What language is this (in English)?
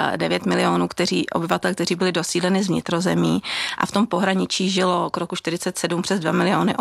Czech